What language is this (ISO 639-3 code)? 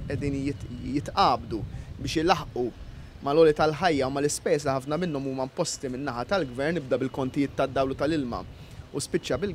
mlt